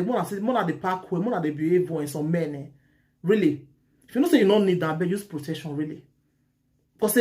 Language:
Nigerian Pidgin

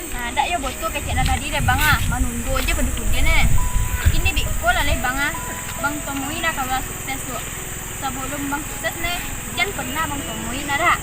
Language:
Minangkabau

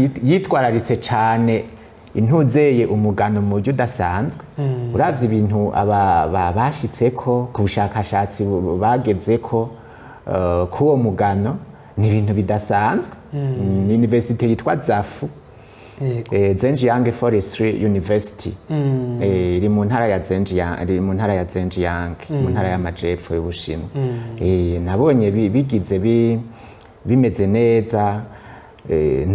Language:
Rundi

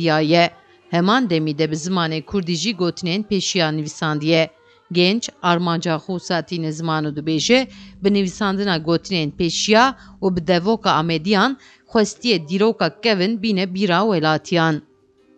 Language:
Kurdish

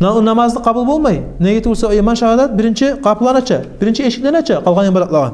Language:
Kumyk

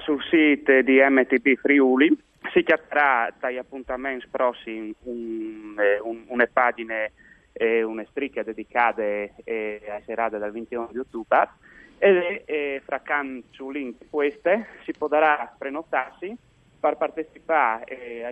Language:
Friulian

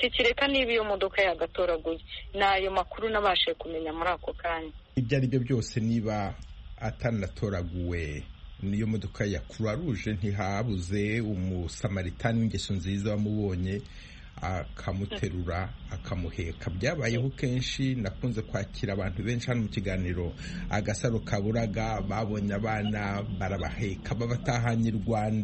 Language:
Kinyarwanda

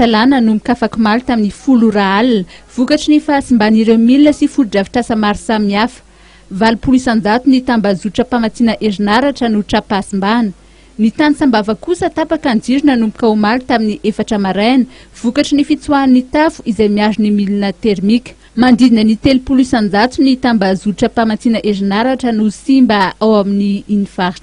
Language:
Malagasy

